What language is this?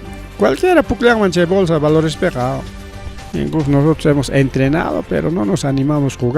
Ayacucho Quechua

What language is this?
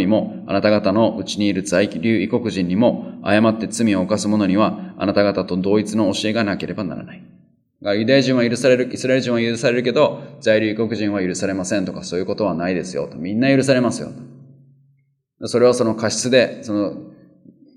Japanese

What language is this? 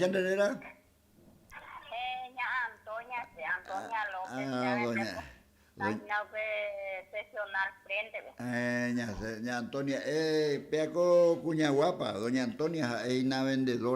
Guarani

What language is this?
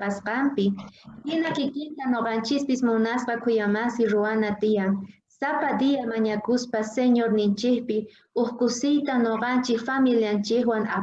South Bolivian Quechua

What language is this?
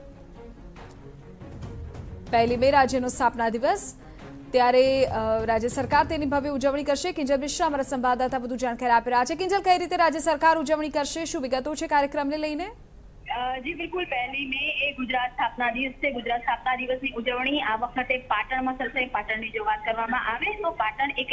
Gujarati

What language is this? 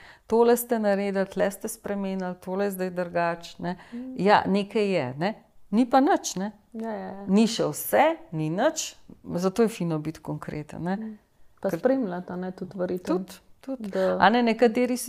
Slovenian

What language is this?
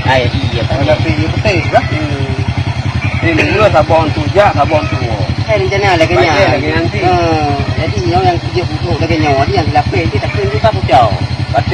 Achinese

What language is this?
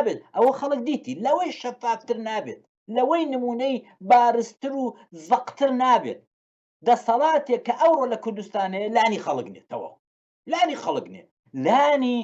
Central Kurdish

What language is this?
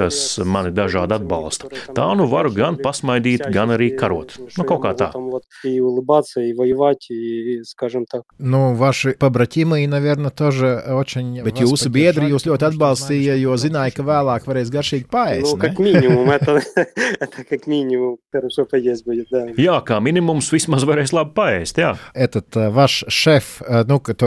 Latvian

